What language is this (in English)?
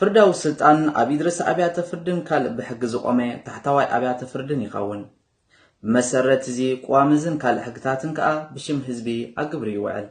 Tigrinya